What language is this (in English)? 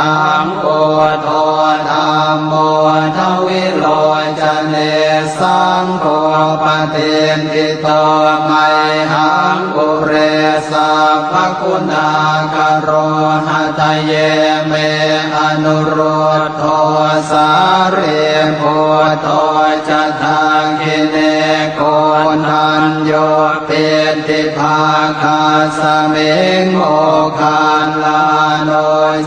Pali